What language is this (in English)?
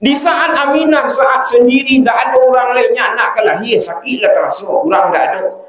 Minangkabau